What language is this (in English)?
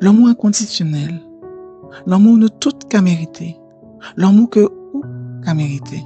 Guadeloupean Creole French